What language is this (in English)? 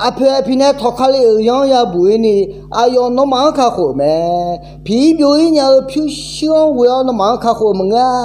Akha